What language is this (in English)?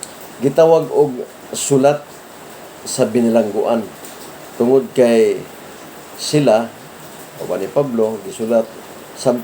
Cebuano